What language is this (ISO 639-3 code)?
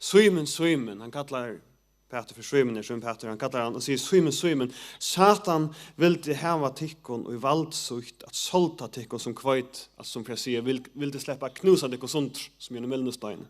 fao